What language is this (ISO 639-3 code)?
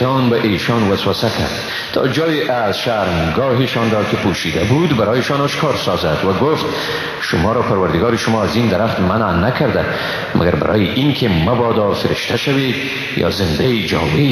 fas